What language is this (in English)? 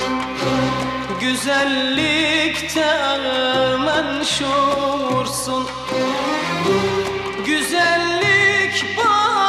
Turkish